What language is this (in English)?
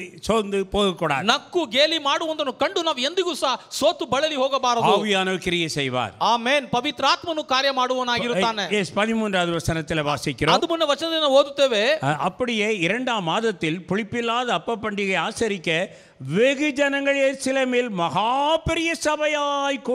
Tamil